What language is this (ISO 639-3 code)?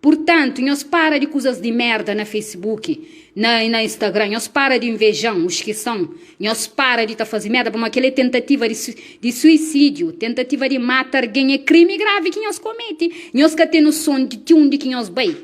kea